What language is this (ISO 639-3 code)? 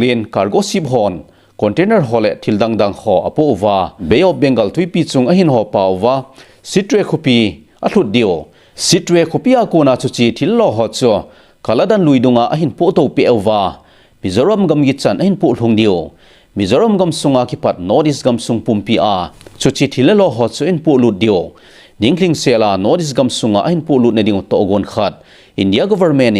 tcz